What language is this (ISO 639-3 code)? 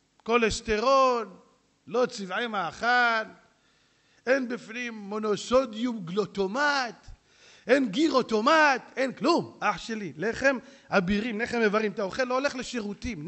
heb